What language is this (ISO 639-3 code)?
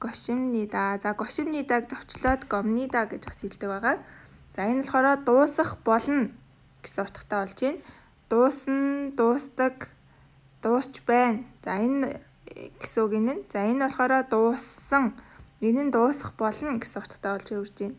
mon